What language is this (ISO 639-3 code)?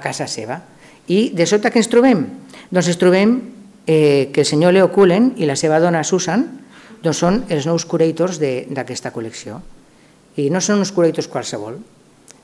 cat